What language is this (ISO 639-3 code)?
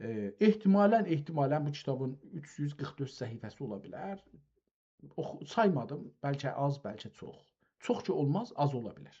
azb